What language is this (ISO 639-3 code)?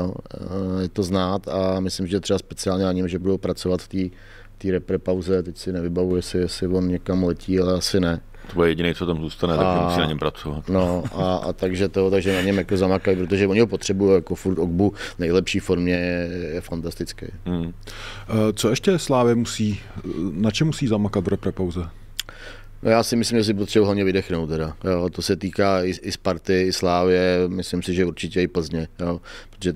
ces